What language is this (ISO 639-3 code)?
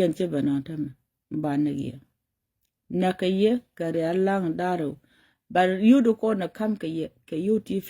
nus